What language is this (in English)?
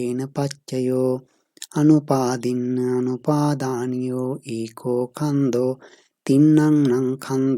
Pali